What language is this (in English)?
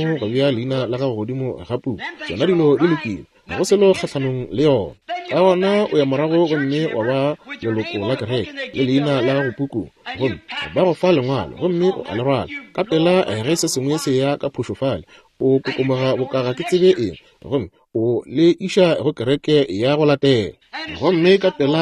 Northern Sotho